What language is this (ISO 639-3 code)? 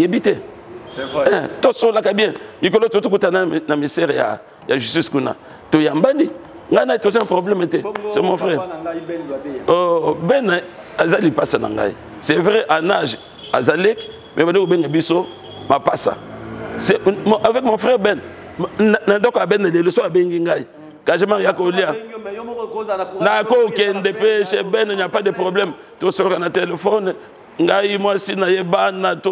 lin